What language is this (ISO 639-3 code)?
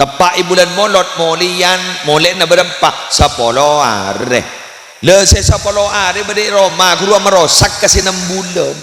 mad